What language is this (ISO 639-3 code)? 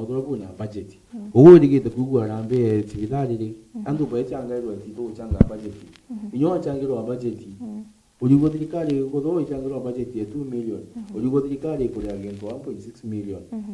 mer